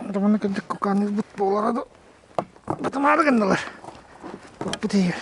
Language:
Yakut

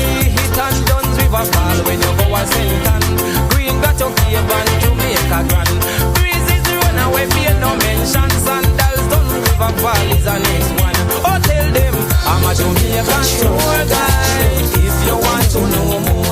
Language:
Jamaican Creole English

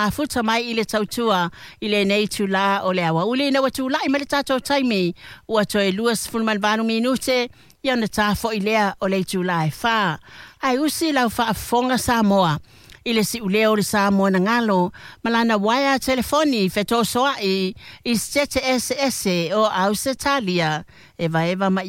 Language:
Samoan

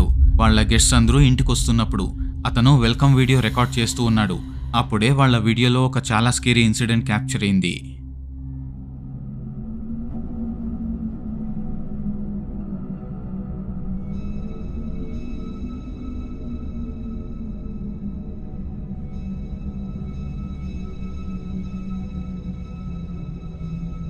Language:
Telugu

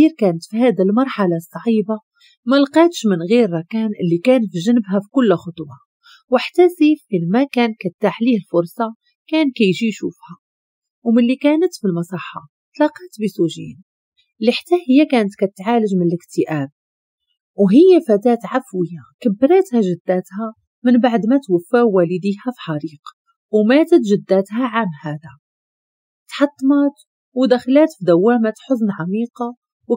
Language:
Moroccan Arabic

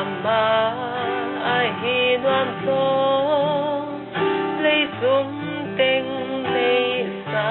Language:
Paite Chin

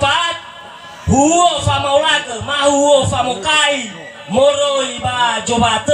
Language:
Nias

